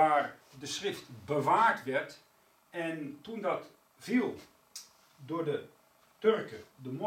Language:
Dutch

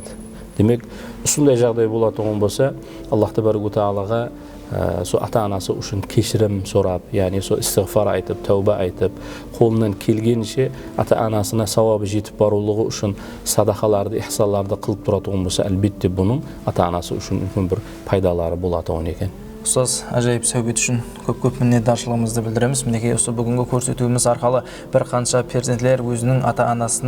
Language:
Kara-Kalpak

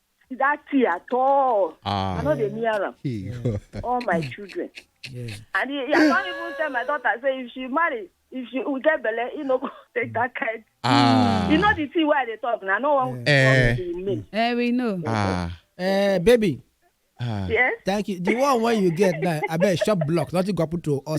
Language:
Nigerian Pidgin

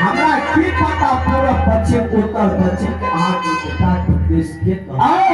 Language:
Maithili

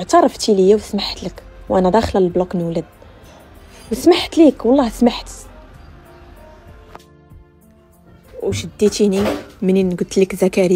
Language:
Moroccan Arabic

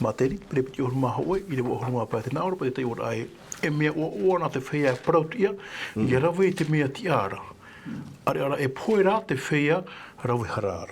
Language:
Tahitian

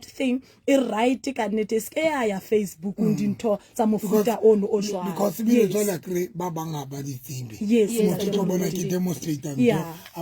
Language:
Southern Sotho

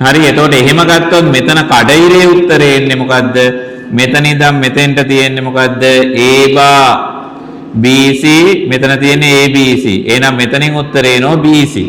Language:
Sinhala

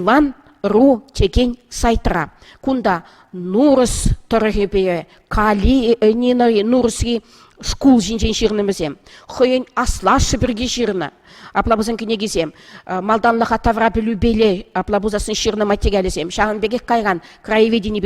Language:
Chuvash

